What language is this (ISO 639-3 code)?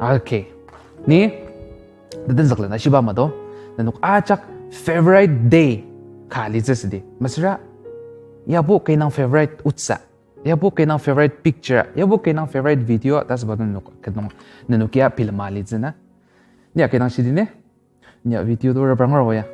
njo